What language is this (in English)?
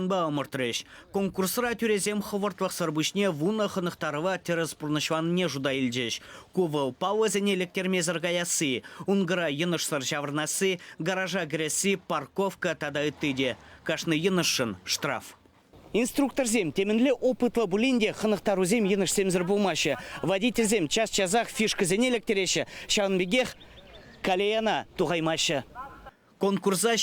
Chuvash